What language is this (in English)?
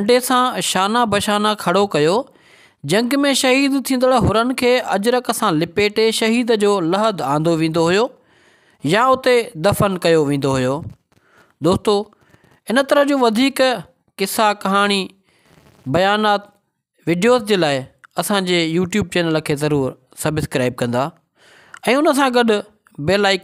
Sindhi